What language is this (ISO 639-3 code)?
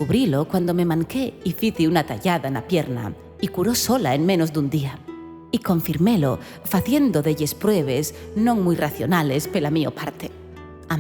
ast